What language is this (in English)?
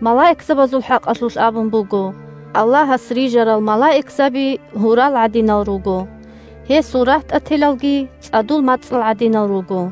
Avaric